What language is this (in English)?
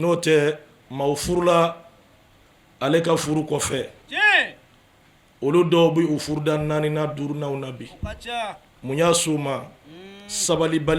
Bambara